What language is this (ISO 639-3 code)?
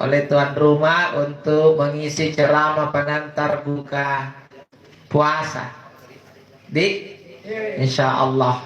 mak